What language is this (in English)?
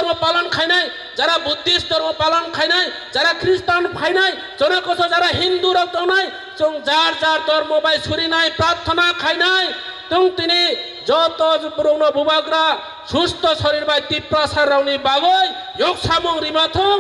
Kok Borok